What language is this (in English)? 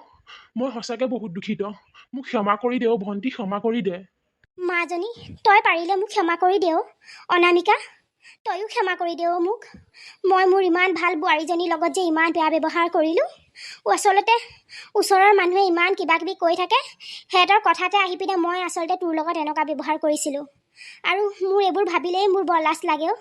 Assamese